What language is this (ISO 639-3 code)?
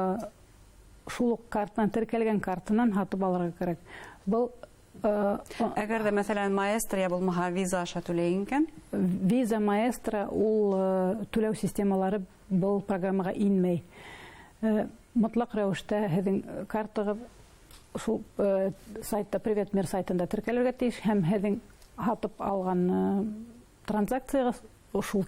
bak